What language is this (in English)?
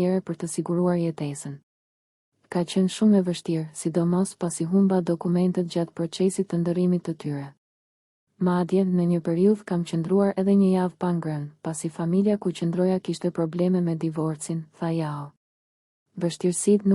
Albanian